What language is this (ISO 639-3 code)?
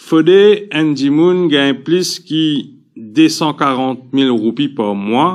mfe